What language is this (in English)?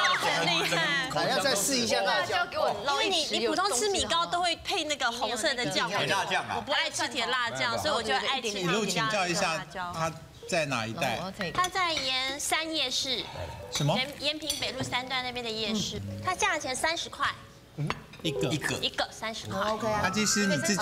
Chinese